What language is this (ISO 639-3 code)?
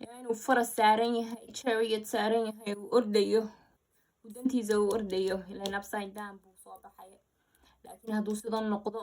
som